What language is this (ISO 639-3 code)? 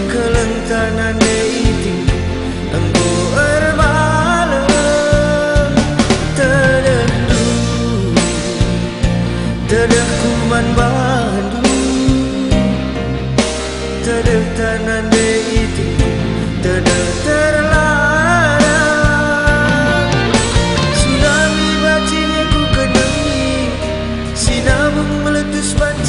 btx